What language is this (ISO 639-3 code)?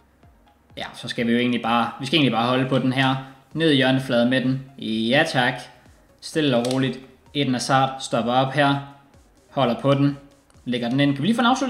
dan